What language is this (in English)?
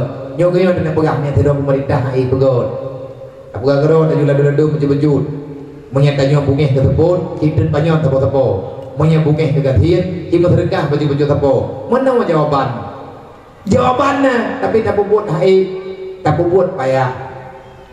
Achinese